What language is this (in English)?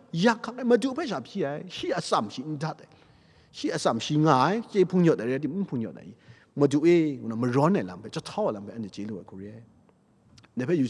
Kachin